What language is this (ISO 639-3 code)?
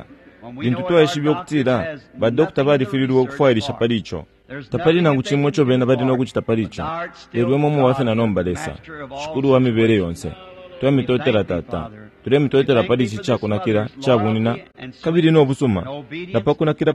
bem